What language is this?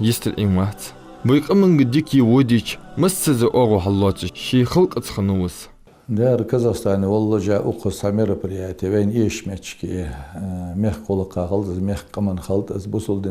Ingush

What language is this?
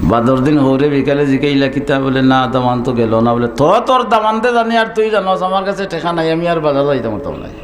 Sylheti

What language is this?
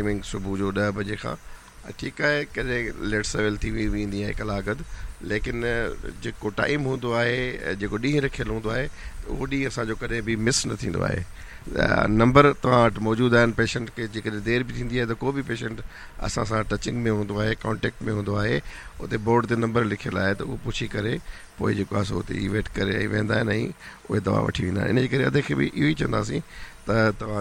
Sindhi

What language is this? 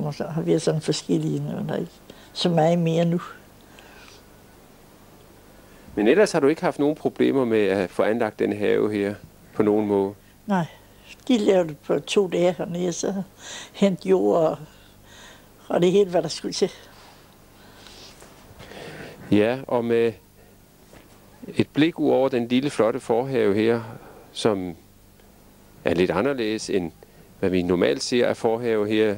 Danish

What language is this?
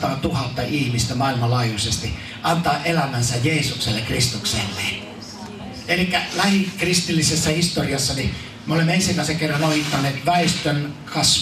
Finnish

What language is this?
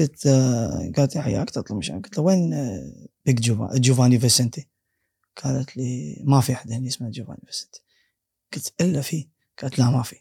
Gulf Arabic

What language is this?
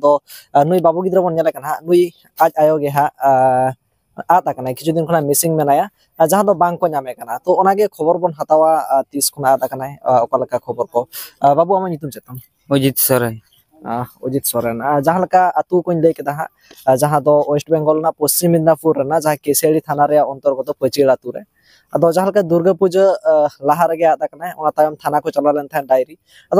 Santali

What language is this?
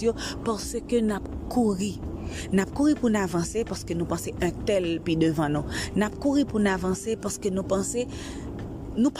Haitian Creole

